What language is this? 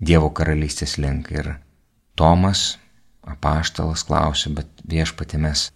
Lithuanian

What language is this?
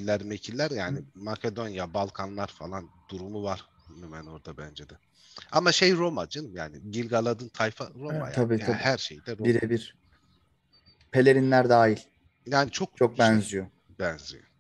Turkish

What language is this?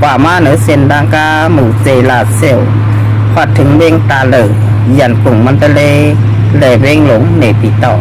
Shan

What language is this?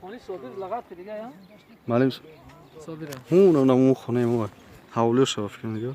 Tajik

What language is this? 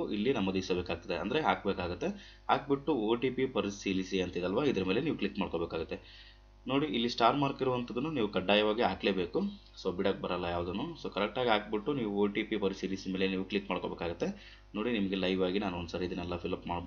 Kannada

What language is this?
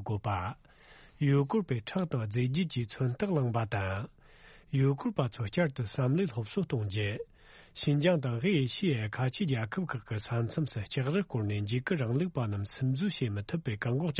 Tibetan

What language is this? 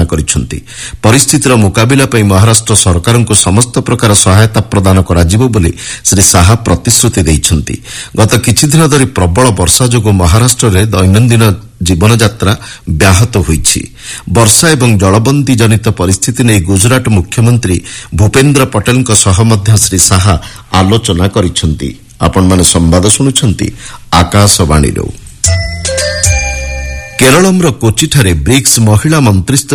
Odia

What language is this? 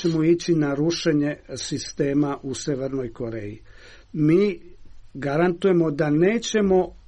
Serbian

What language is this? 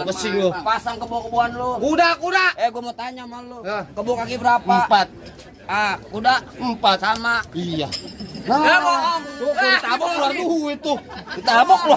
Betawi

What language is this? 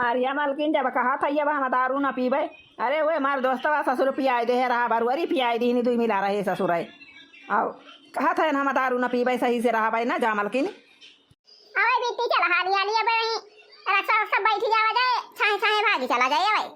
Awadhi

